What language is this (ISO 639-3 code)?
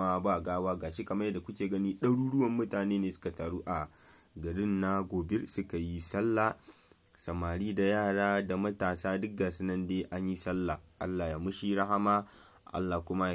hau